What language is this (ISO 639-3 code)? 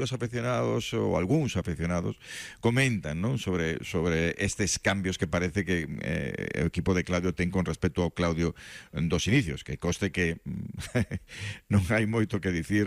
glg